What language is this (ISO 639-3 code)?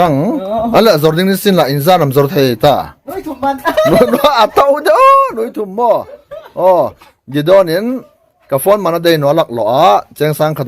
hmr